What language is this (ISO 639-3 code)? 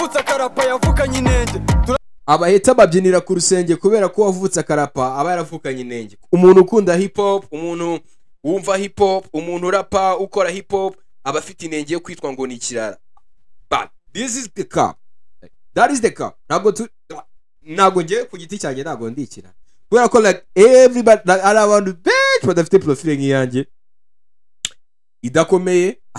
kin